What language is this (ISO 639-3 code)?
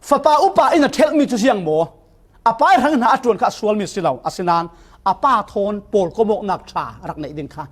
cfm